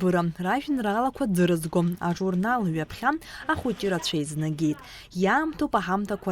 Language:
Abkhazian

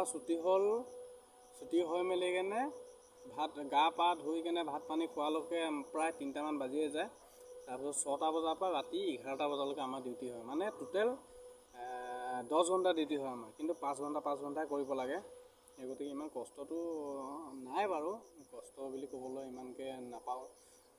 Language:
Assamese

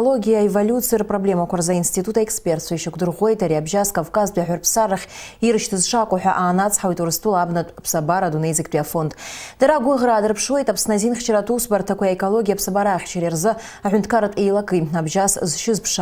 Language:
Abkhazian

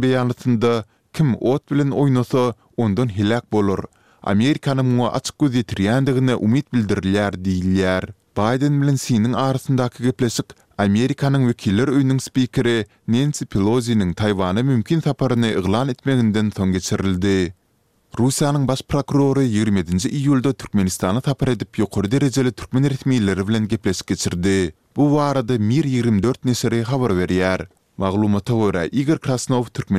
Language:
Turkmen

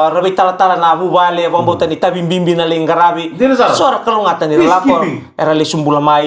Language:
Fijian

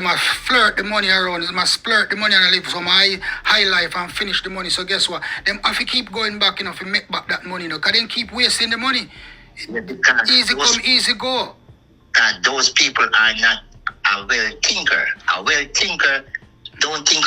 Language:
Jamaican Creole English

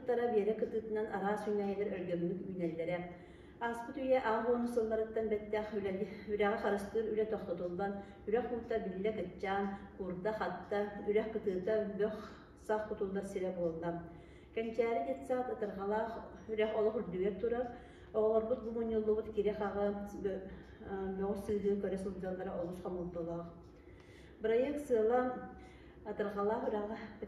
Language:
Yakut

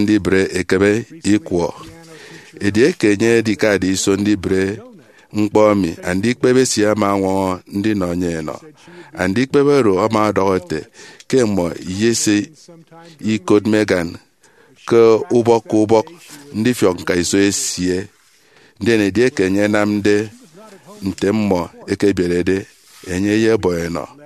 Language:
Efik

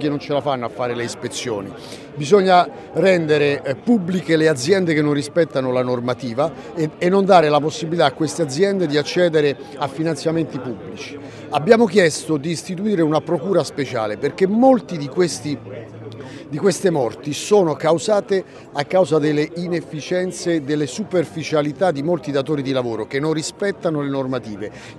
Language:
Italian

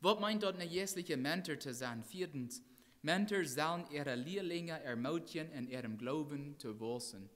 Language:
Plautdietsch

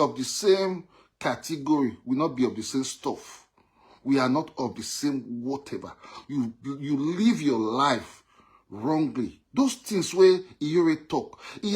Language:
Nigerian Pidgin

